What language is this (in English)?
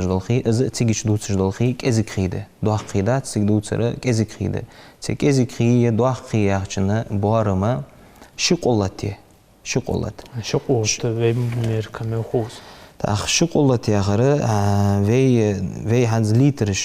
Ingush